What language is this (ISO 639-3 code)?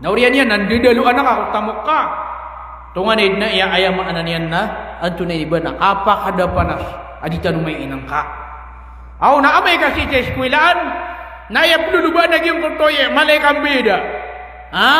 mrw